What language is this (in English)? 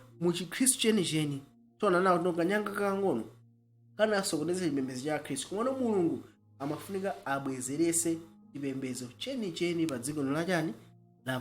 Nyanja